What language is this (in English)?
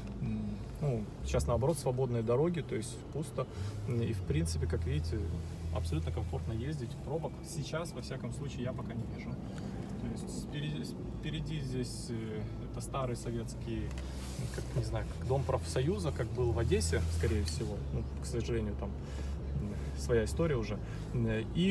Russian